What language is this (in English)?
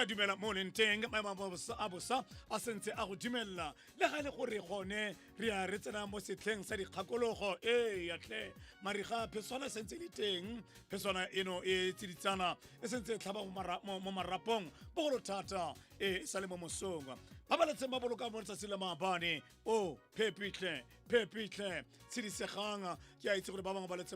Tswana